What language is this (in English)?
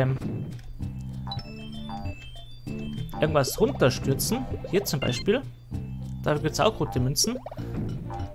German